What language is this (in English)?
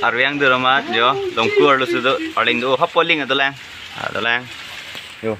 Karbi